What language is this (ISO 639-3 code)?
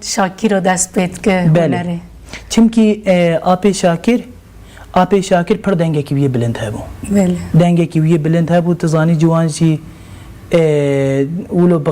kur